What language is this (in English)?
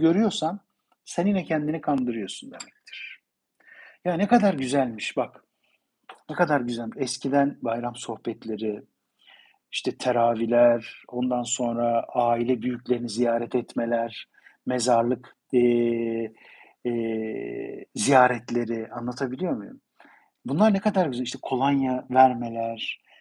Turkish